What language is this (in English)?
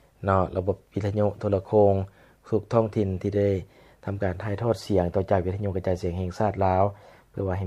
Lao